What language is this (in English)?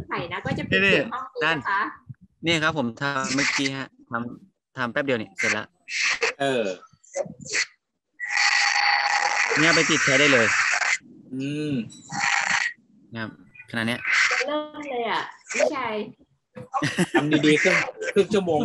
Thai